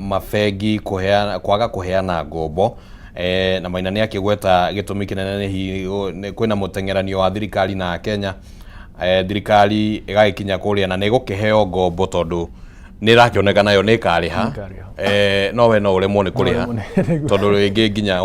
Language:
Kikuyu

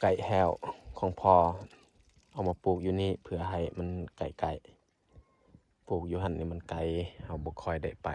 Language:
Lao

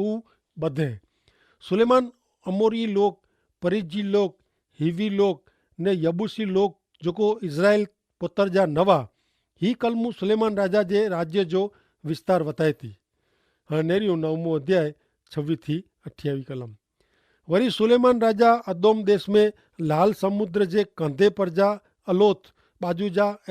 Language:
Kachhi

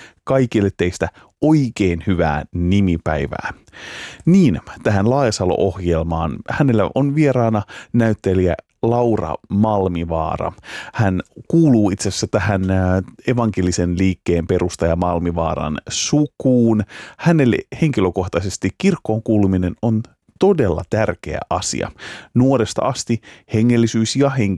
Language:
Finnish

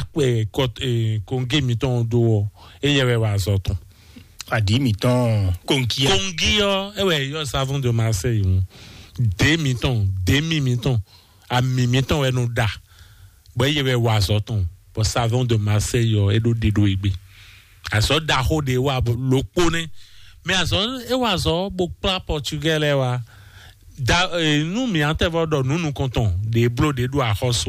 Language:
Fon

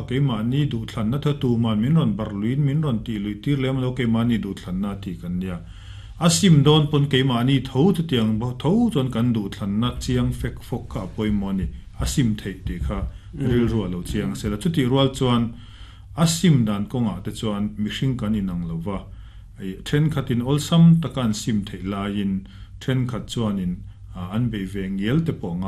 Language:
Mizo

